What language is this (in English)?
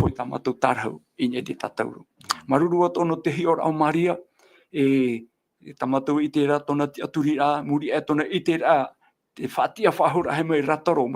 Tahitian